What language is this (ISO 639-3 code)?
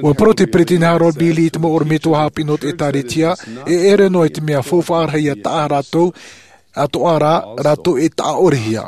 tah